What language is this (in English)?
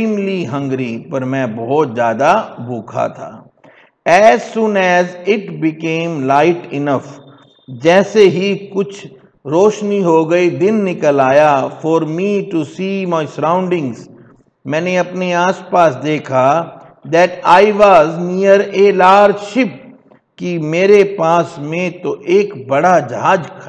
Hindi